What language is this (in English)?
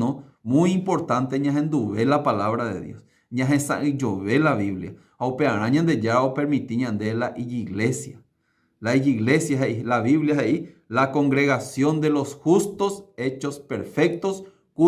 Guarani